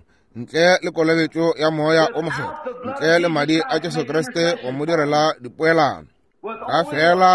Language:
Northern Sotho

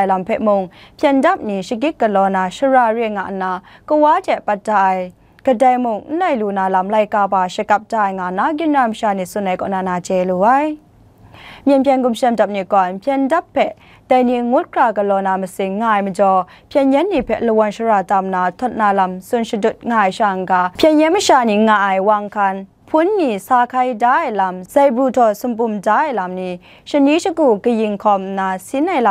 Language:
Kachin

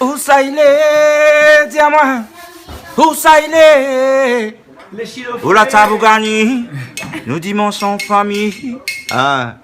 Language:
Réunion Creole French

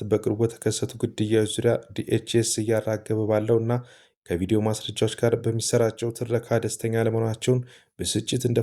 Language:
Amharic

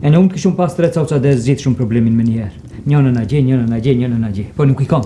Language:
Albanian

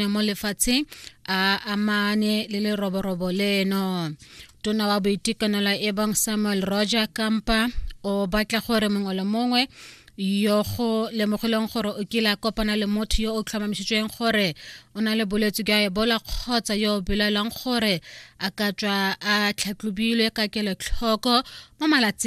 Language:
Tswana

